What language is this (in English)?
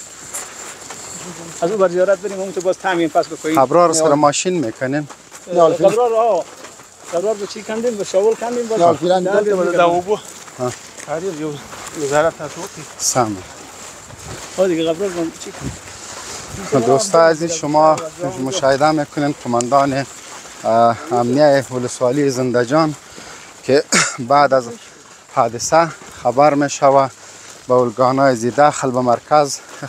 Persian